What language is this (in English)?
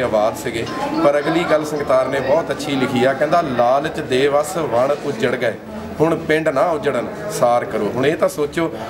Punjabi